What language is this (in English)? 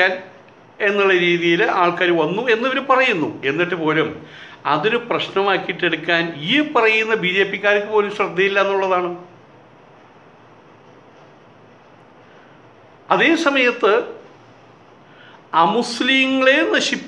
Malayalam